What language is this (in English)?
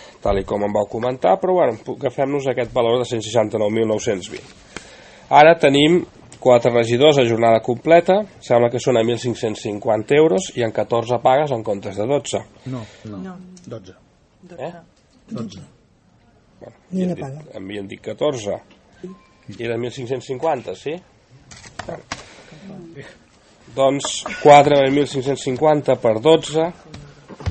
Catalan